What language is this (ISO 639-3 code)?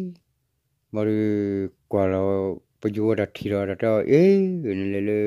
ksw